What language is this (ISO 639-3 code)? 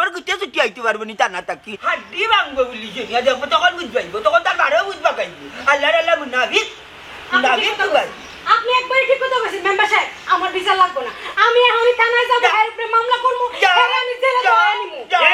syl